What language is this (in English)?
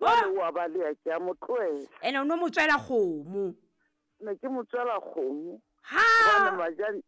Southern Sotho